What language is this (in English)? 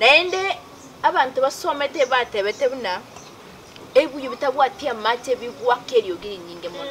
Gusii